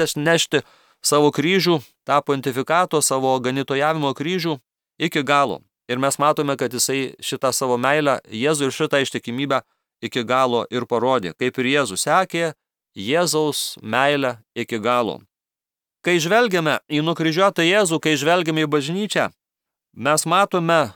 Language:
Lithuanian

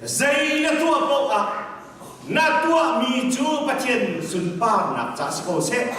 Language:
Hakha Chin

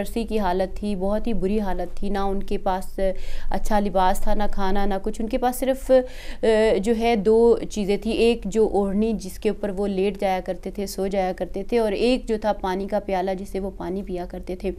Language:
Urdu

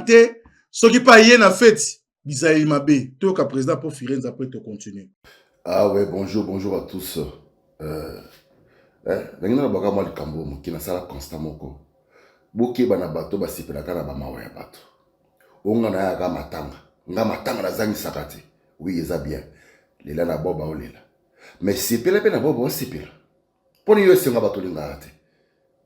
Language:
Lingala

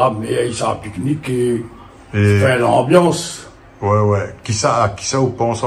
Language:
Réunion Creole French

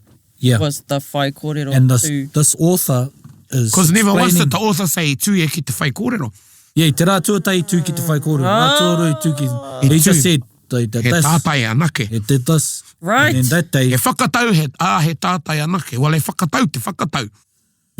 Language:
Māori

